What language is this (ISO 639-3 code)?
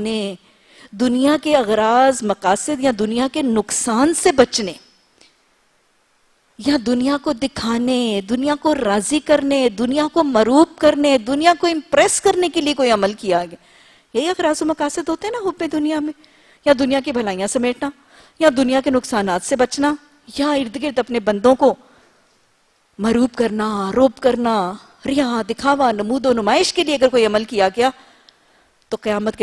urd